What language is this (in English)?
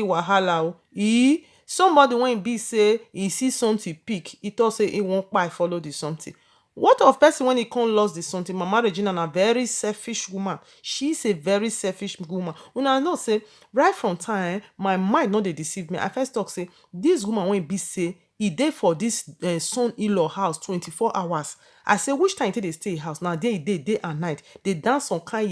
Nigerian Pidgin